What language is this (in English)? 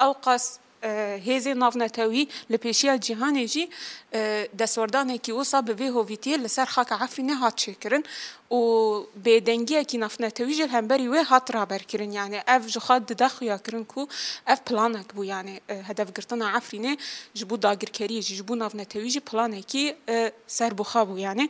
Kurdish